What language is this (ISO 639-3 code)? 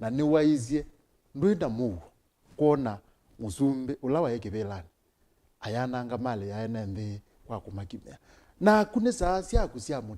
kam